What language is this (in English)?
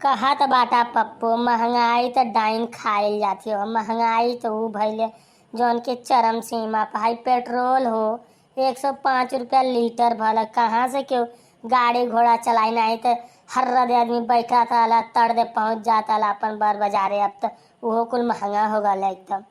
Bhojpuri